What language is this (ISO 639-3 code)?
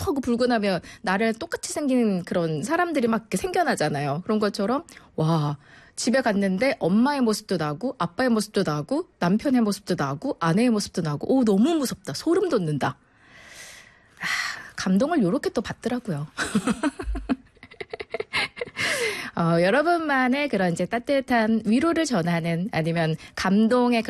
kor